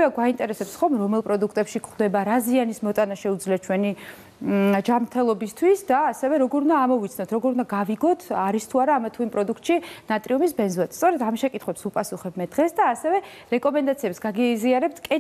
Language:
Georgian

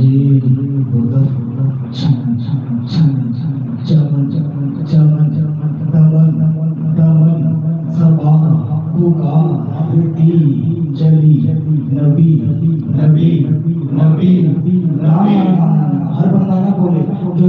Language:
Saraiki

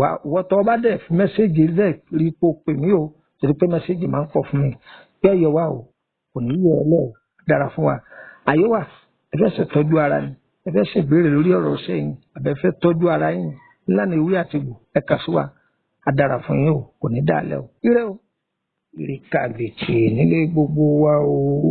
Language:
Yoruba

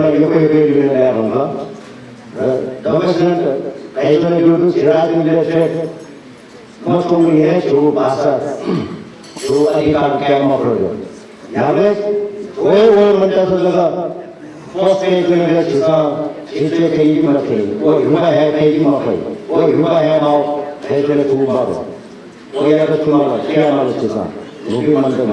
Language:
Newari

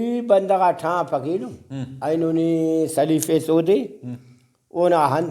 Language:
Brahui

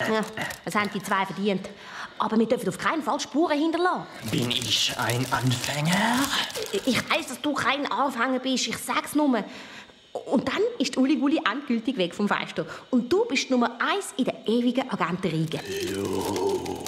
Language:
Swiss German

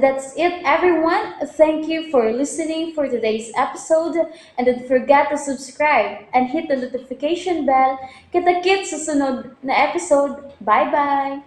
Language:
Cebuano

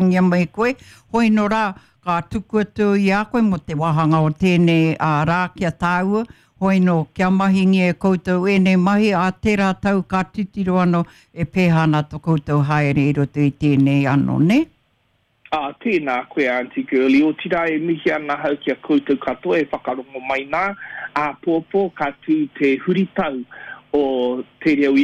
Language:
Māori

